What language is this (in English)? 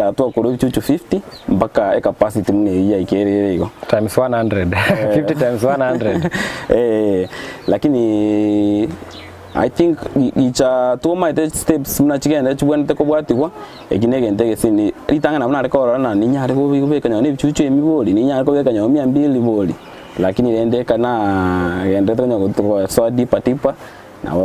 Gusii